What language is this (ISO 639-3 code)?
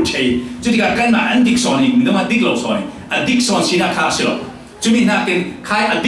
cfm